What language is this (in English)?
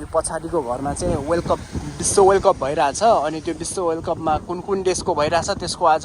Nepali